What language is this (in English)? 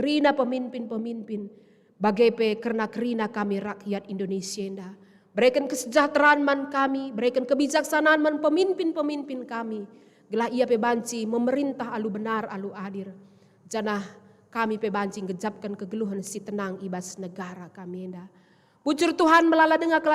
Batak Karo